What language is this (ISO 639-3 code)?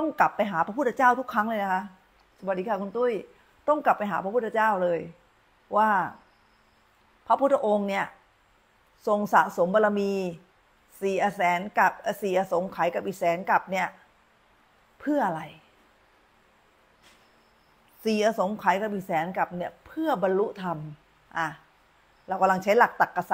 tha